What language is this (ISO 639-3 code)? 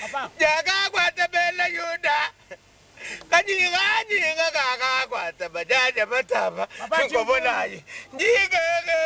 lua